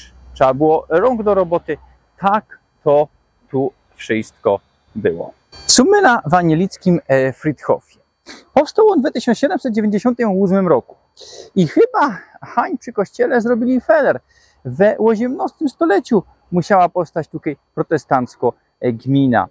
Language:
Silesian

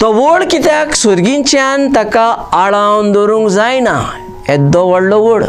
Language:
Konkani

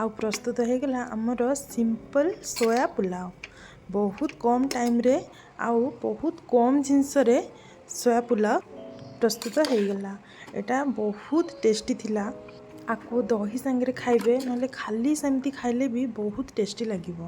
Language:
Odia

